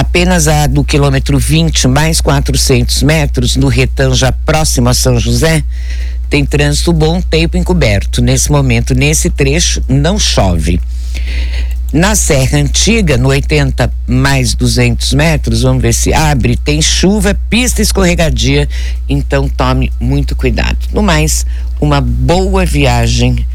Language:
Portuguese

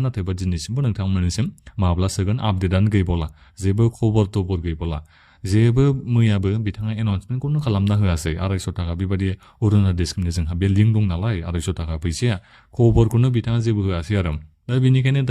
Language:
Bodo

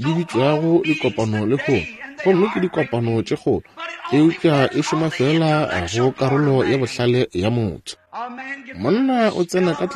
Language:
Northern Sotho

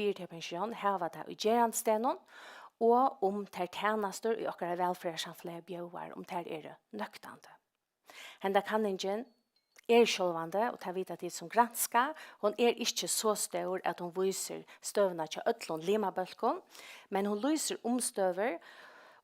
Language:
Faroese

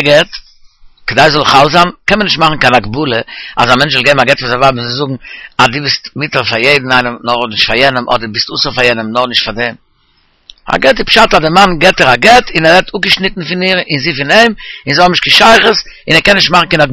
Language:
Yiddish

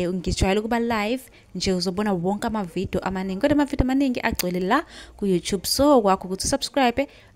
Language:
Zulu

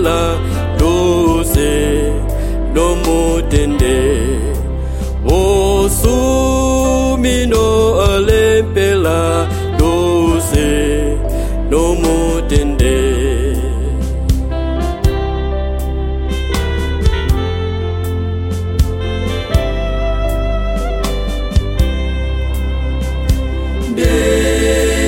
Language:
Bemba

